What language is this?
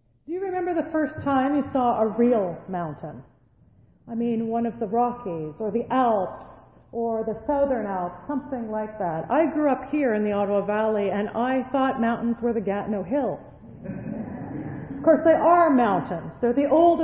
English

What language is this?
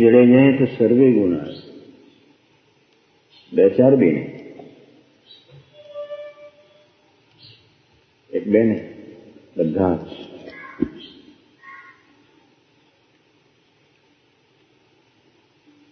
Gujarati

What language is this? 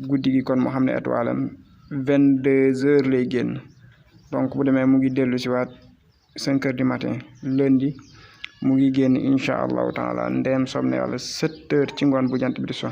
Wolof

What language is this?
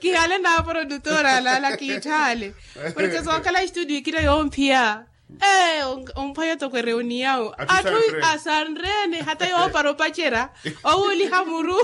Makhuwa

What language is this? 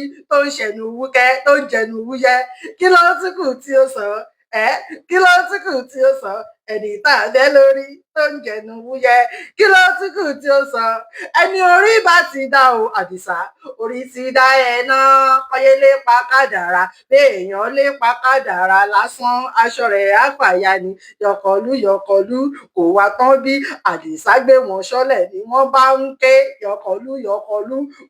Yoruba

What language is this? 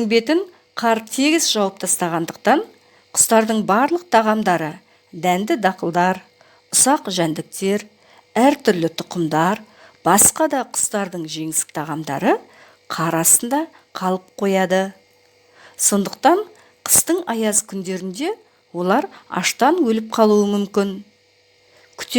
Kazakh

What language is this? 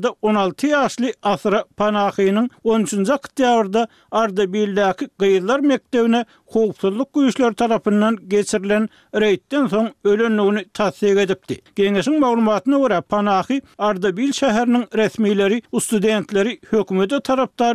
Turkmen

